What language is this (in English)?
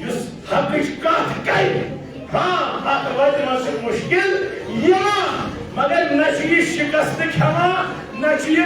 Kashmiri